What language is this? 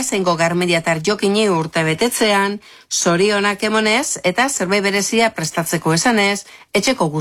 Basque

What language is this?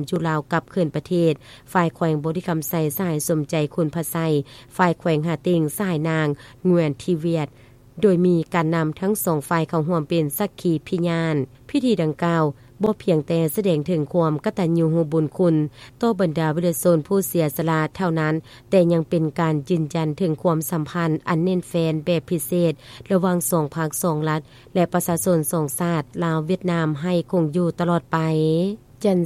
Lao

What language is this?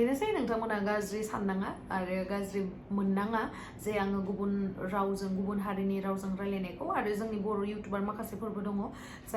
Bodo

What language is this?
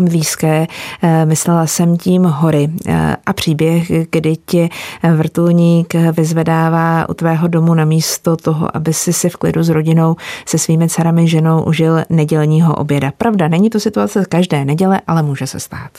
Czech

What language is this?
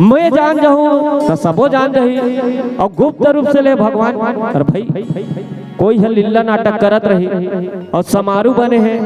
Chhattisgarhi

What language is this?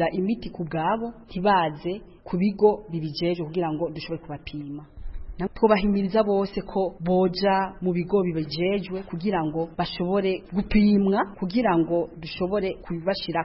Kinyarwanda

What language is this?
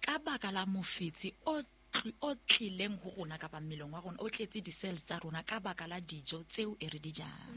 Southern Sotho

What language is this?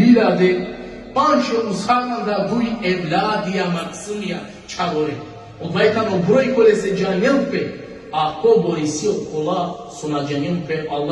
Balkan Romani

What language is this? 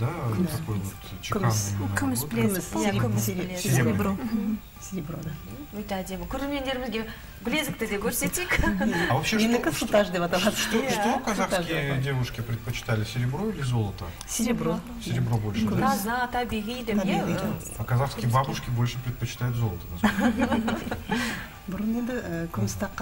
Kazakh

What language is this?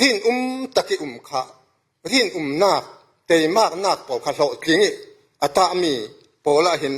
Falam Chin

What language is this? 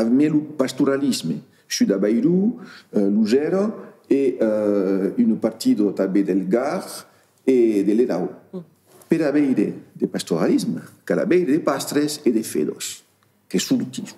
Occitan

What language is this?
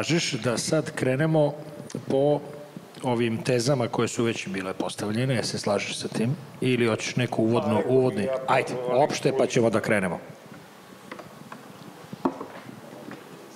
Serbian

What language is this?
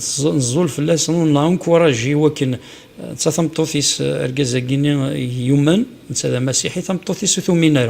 Kabyle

